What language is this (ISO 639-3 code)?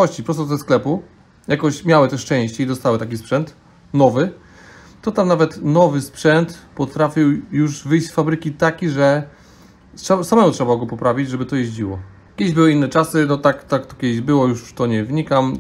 pol